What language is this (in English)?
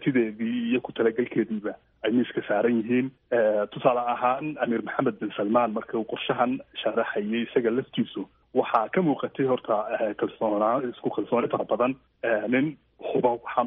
Somali